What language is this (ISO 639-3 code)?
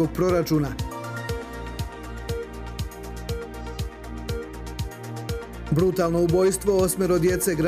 hrv